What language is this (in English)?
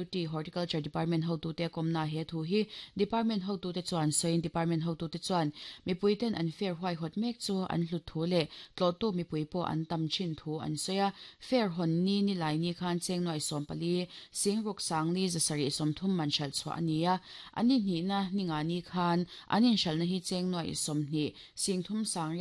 Mizo